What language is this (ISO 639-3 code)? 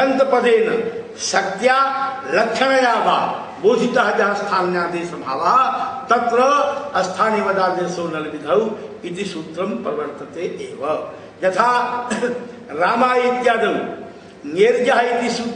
san